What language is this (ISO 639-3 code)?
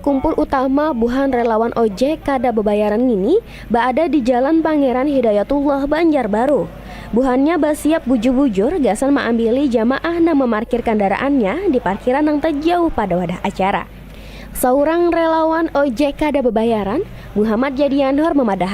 bjn